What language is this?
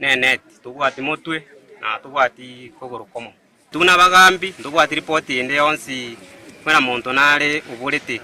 Gusii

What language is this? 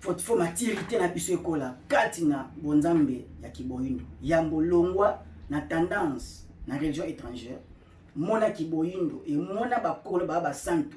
Lingala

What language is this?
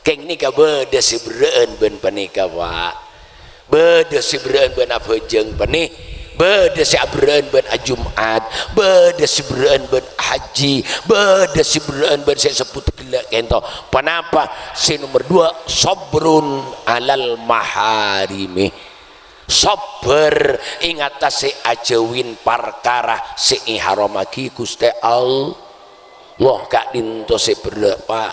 Madurese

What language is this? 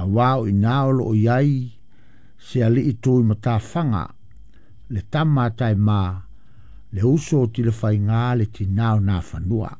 Samoan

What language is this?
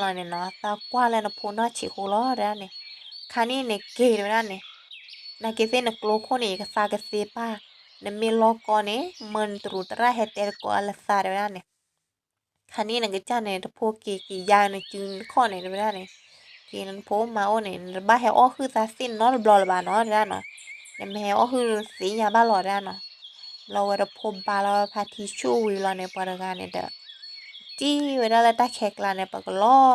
S'gaw Karen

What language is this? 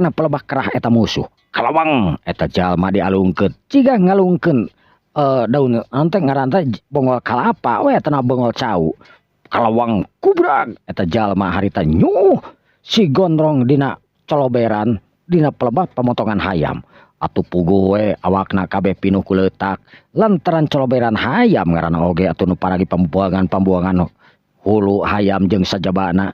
Sundanese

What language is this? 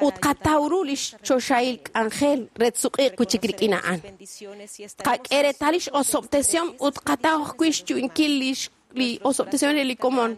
Kekchí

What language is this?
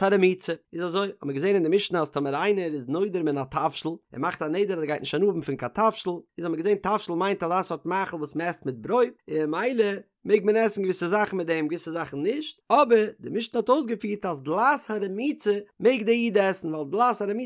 Yiddish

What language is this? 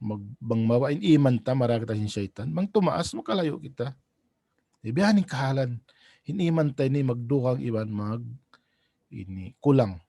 Tausug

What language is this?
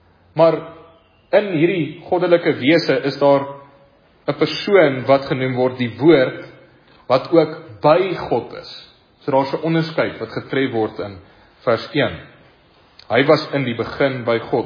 Afrikaans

